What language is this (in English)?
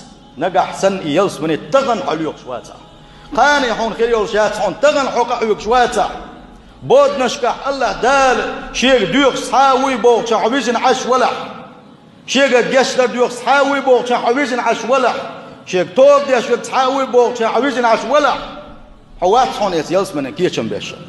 Chechen